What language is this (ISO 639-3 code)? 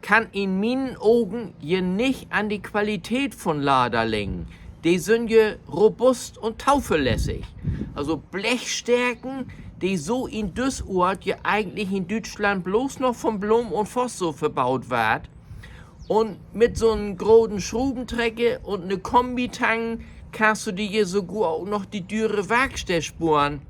nds